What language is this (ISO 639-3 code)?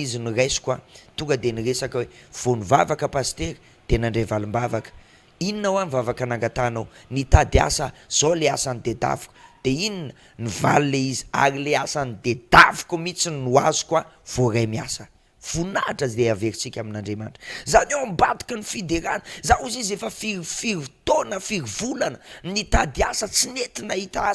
mlg